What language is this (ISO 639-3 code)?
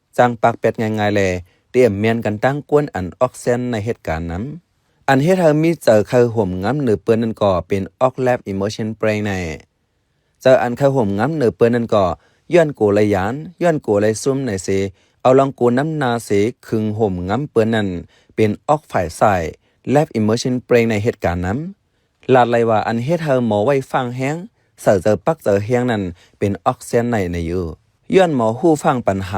shn